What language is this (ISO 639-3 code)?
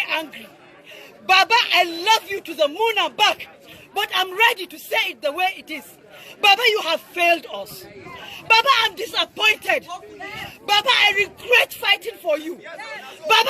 hau